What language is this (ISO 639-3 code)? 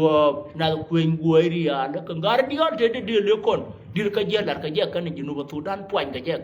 nus